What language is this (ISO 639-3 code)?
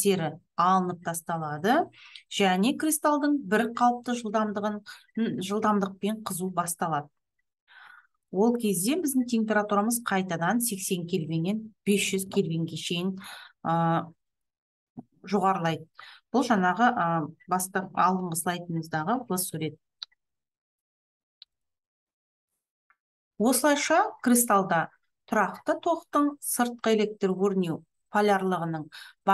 kaz